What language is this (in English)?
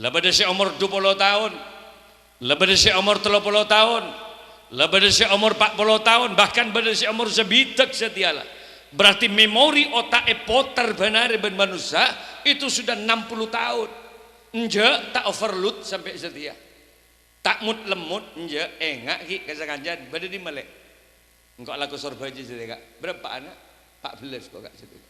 Madurese